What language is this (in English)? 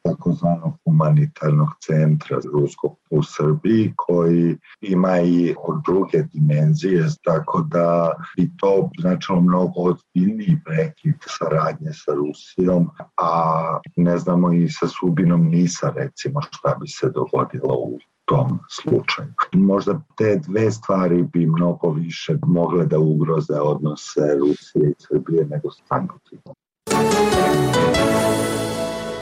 Serbian